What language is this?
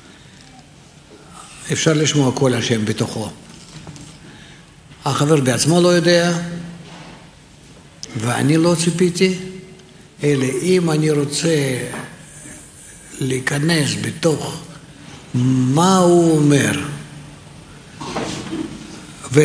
Hebrew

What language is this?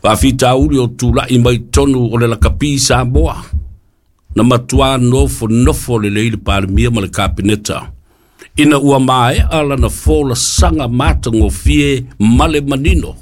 Samoan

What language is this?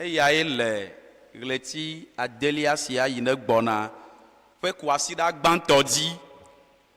Ewe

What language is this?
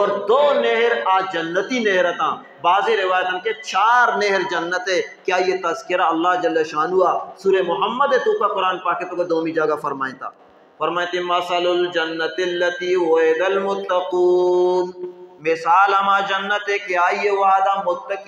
Baluchi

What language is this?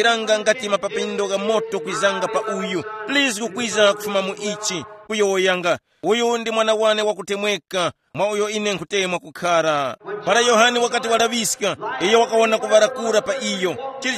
Tumbuka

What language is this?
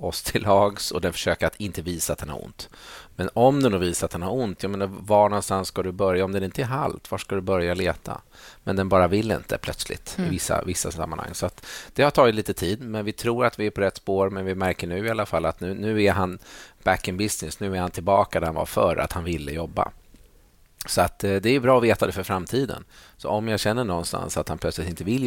Swedish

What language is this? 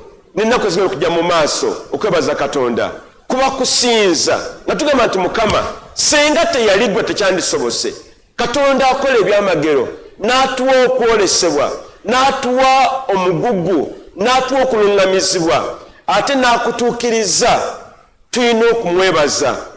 Ganda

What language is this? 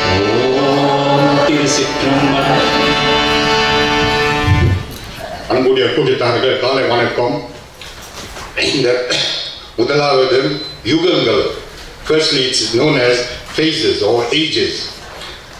Tamil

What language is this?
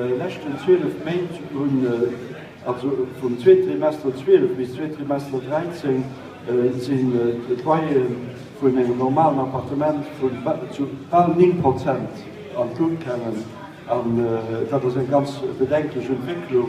Luxembourgish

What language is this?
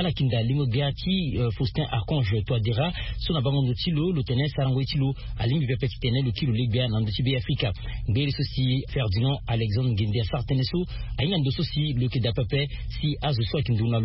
Sango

